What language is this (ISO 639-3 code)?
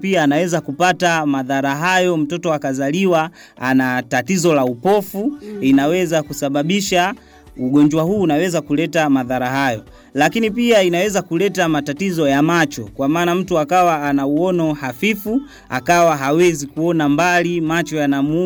swa